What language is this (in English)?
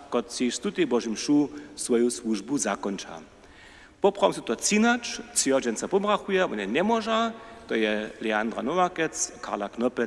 Upper Sorbian